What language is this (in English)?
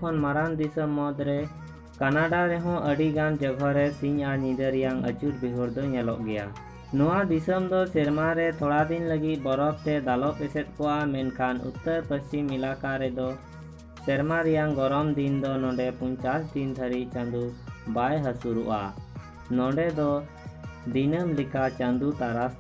Santali